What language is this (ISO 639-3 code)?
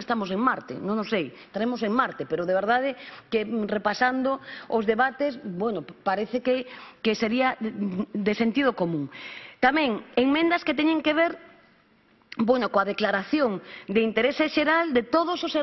glg